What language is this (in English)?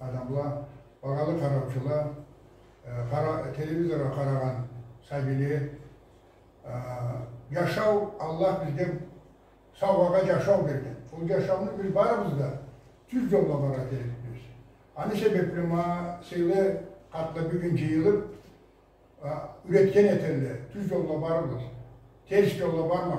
Karachay-Balkar